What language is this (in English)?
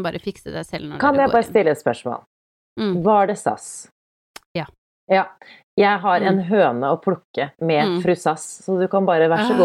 Norwegian